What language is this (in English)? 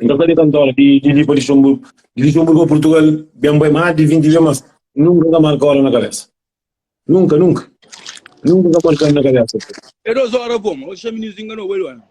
Kabuverdianu